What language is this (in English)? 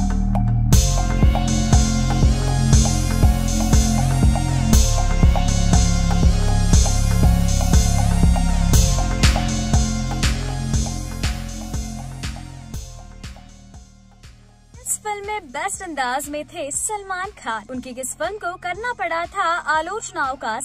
Hindi